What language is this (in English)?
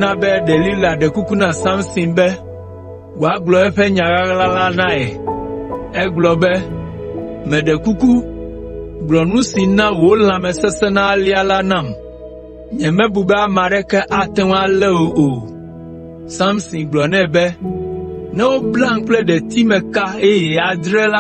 Ewe